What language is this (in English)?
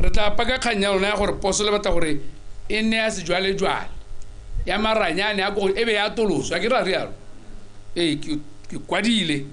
Tswana